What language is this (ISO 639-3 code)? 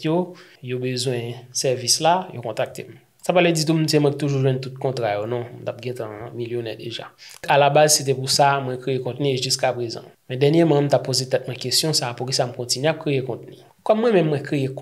hat